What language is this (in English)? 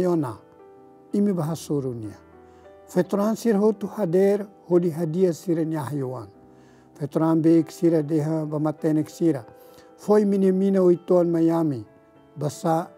Tetum